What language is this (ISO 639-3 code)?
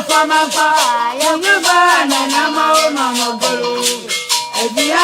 ewe